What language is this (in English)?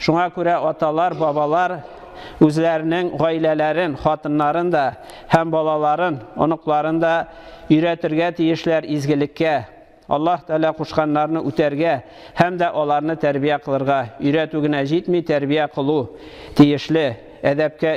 Tatar